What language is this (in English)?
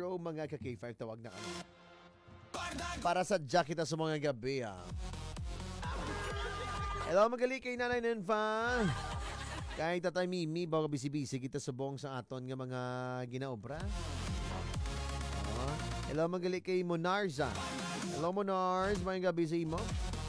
Hiligaynon